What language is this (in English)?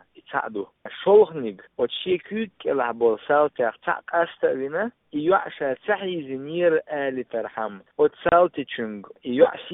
Chechen